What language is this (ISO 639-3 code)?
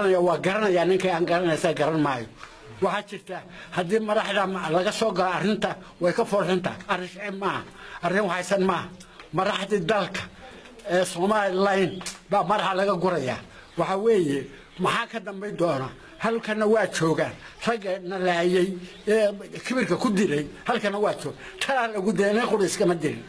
som